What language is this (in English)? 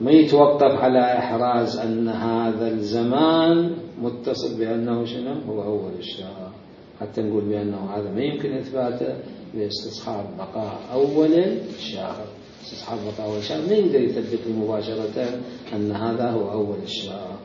Mesopotamian Arabic